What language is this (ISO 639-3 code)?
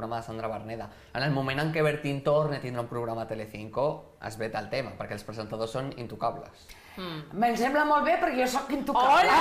cat